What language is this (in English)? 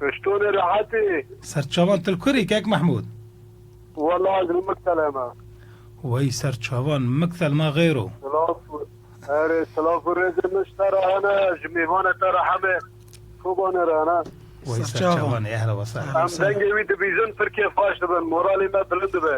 Kurdish